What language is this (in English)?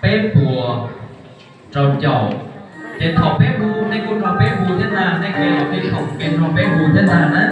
Hmong